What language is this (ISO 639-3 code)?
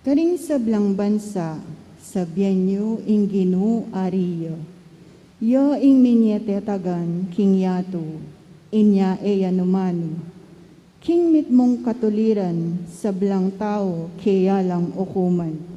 pam